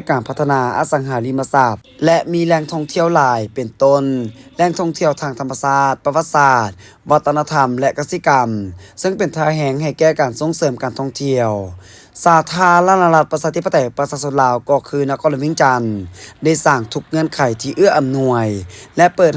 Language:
Lao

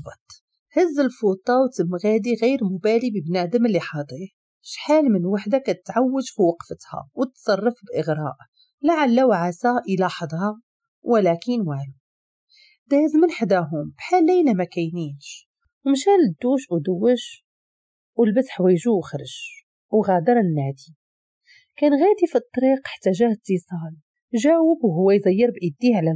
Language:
Moroccan Arabic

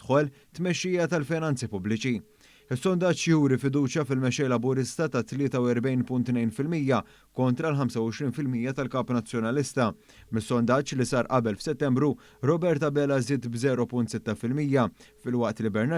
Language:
Maltese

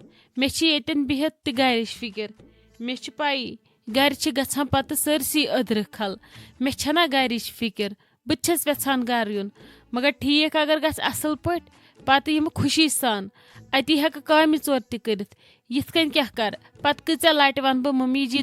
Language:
Kashmiri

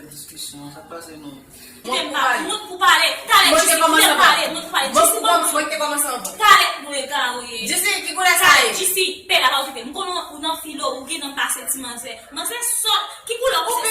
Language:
Haitian Creole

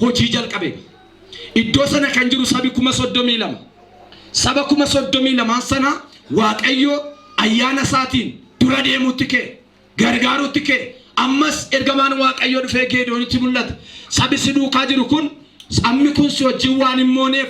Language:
Oromo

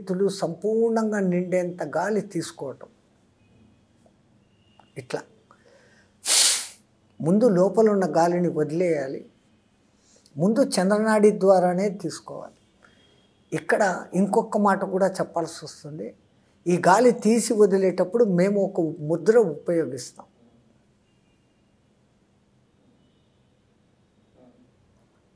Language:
Telugu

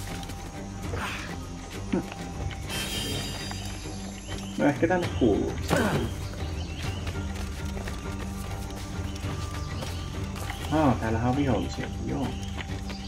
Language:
Finnish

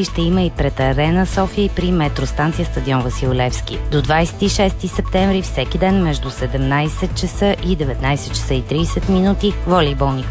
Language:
Bulgarian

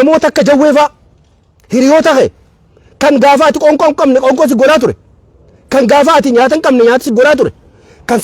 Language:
Oromo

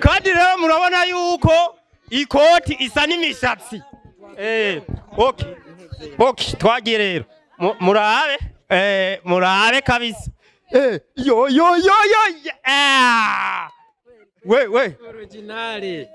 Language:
Rundi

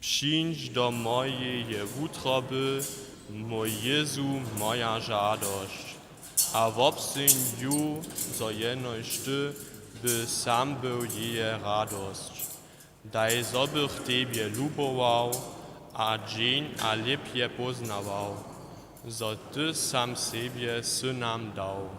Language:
Upper Sorbian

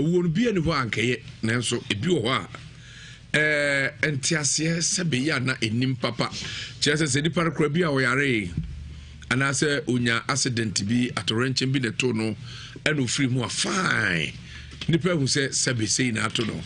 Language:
Akan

